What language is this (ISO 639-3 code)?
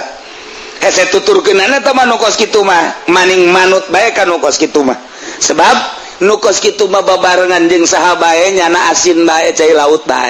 sun